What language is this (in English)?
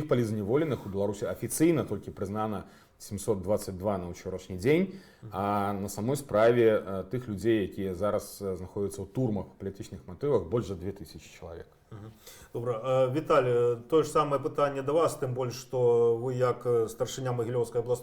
Belarusian